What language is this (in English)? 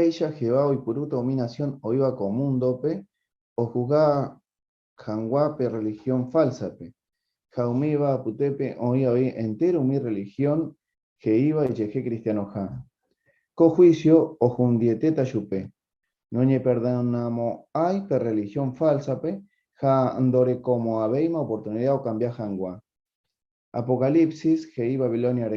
Guarani